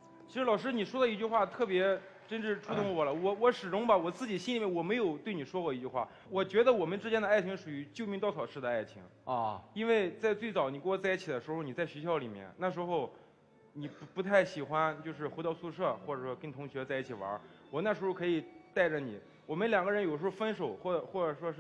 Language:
Chinese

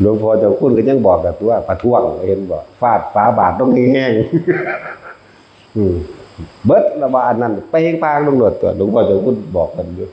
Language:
Northeastern Thai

